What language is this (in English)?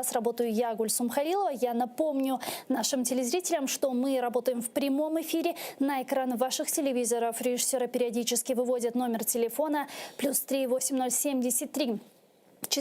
Crimean Tatar